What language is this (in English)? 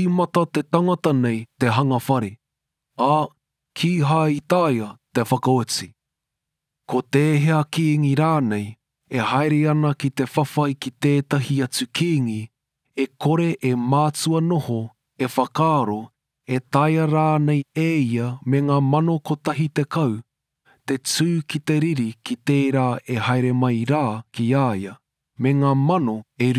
Māori